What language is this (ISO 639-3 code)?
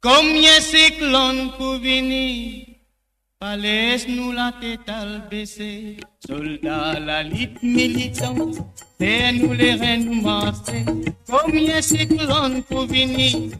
mfe